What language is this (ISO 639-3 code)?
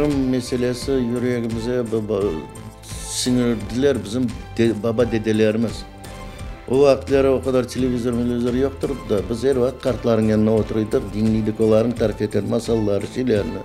crh